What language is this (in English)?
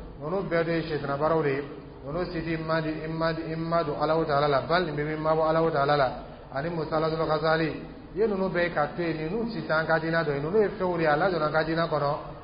Dyula